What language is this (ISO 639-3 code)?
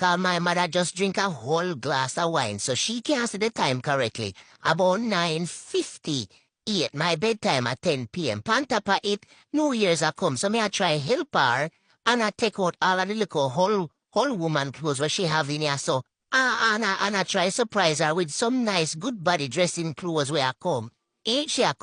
jam